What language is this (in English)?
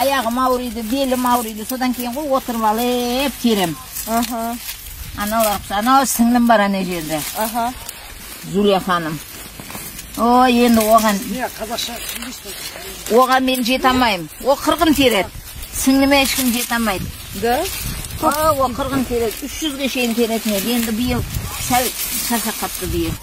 Kazakh